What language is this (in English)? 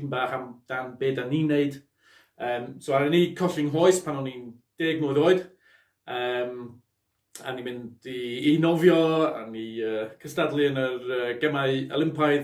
Welsh